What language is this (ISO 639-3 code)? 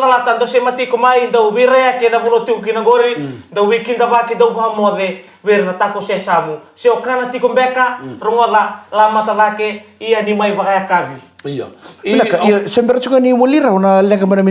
fij